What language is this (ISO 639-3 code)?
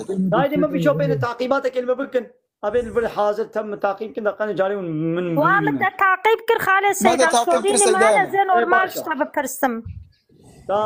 kur